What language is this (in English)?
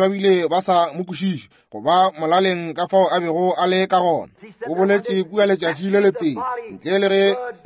Northern Sotho